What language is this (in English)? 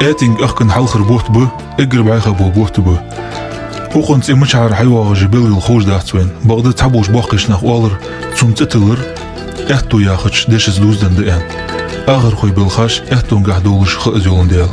Ingush